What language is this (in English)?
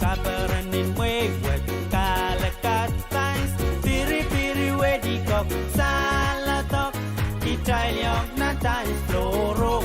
Pohnpeian